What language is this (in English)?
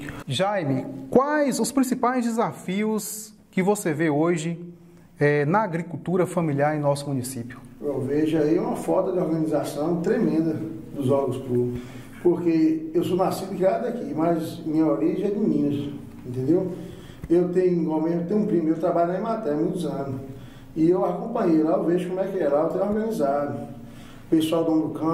Portuguese